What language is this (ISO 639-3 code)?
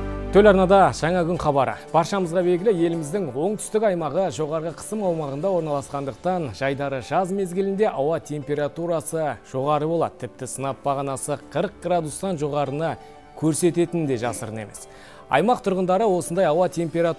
kaz